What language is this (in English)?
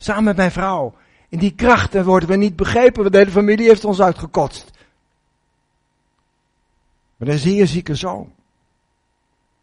Dutch